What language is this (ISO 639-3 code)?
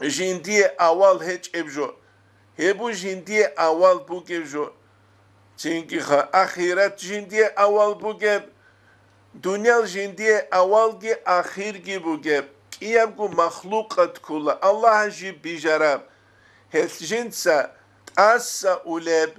ava